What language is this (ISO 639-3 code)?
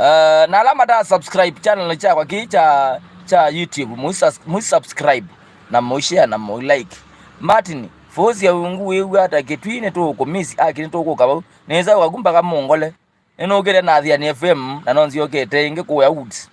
kam